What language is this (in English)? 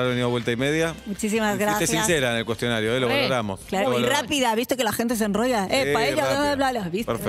Spanish